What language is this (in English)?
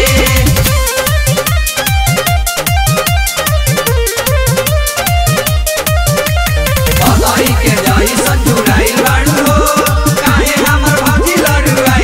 Bhojpuri